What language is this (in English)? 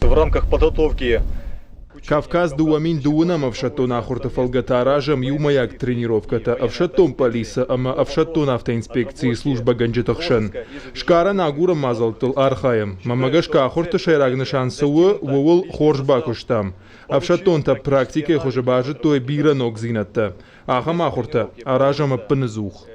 Ossetic